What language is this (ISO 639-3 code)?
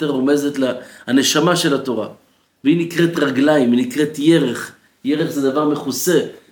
heb